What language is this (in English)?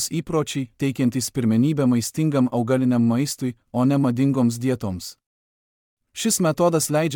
Lithuanian